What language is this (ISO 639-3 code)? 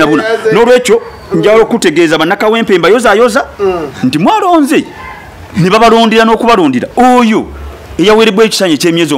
lug